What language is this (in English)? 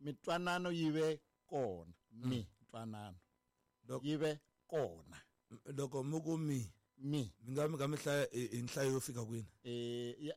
Tsonga